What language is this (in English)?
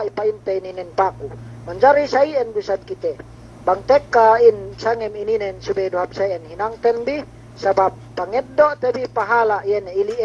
Yakan